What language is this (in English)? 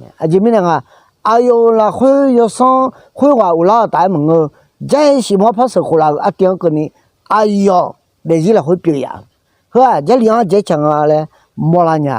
Akha